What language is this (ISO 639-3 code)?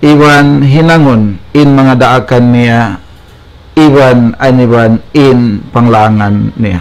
tsg